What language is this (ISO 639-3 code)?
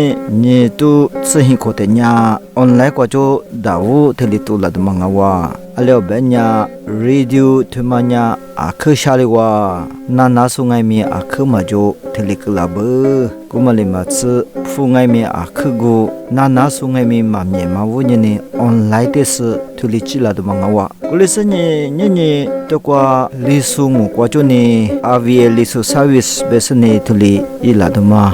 lis